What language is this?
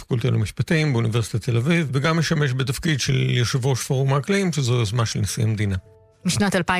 Hebrew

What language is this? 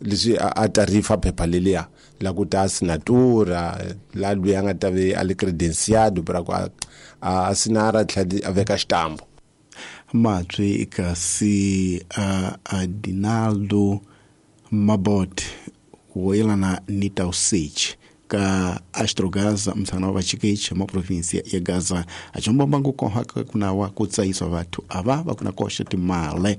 Tsonga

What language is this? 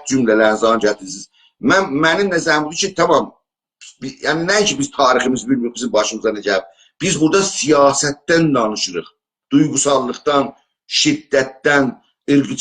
South Azerbaijani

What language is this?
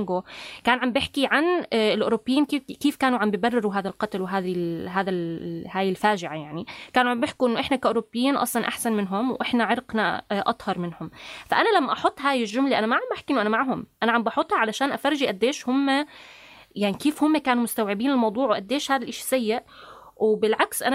North Levantine Arabic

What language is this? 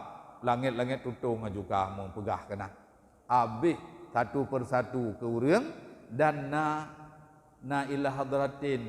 Achinese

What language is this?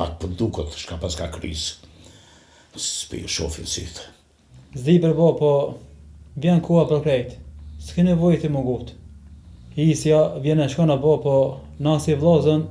Albanian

